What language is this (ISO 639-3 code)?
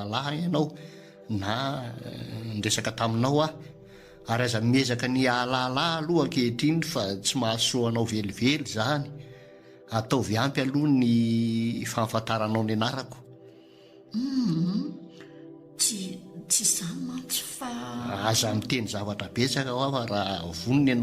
mlg